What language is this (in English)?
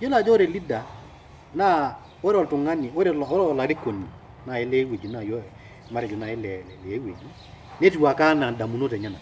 Masai